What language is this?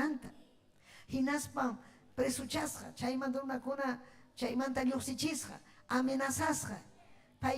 Ayacucho Quechua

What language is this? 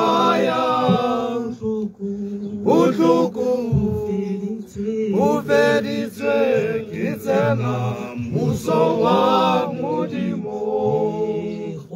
Tswana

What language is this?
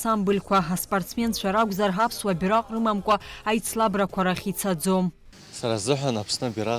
Abkhazian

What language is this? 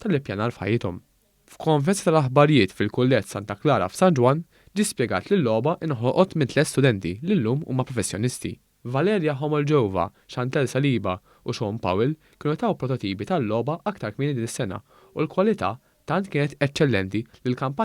Maltese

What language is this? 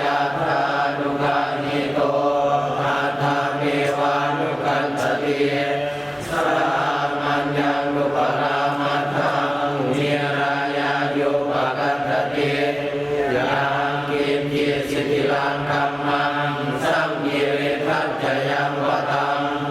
Pali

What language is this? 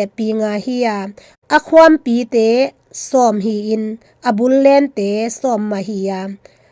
Tedim Chin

